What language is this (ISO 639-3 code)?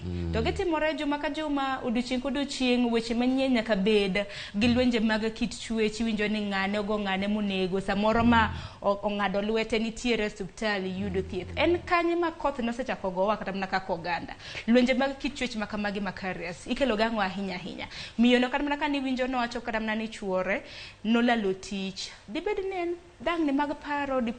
luo